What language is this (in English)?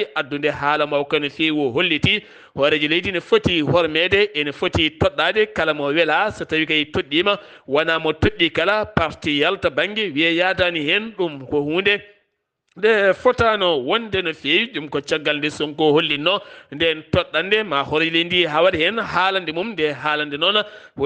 Fula